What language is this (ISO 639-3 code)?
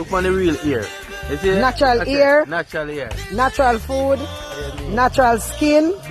jam